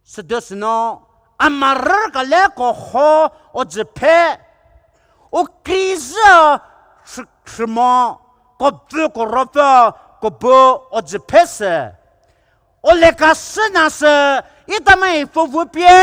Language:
Poumei Naga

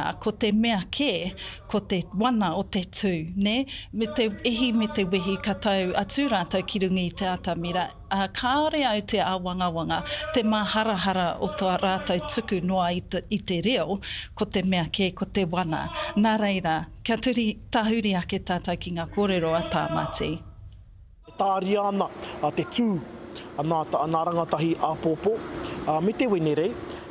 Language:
Māori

